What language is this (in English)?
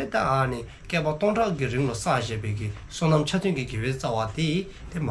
Dzongkha